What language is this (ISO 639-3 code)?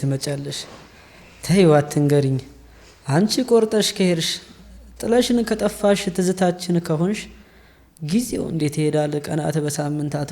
amh